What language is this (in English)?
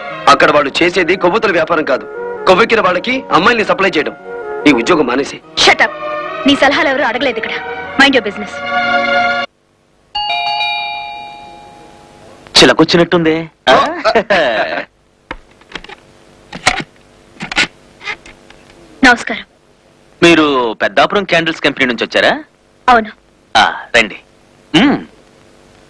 Telugu